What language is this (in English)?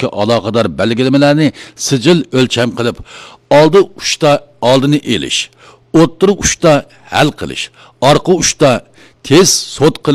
Uyghur